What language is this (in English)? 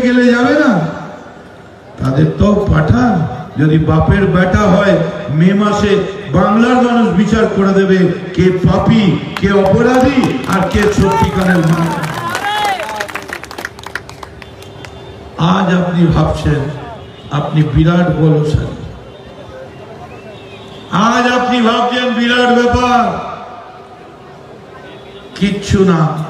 Bangla